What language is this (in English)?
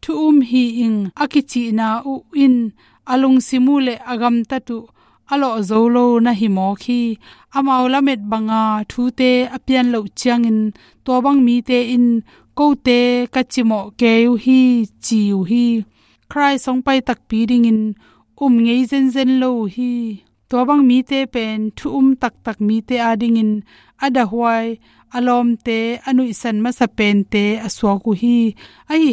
Tedim Chin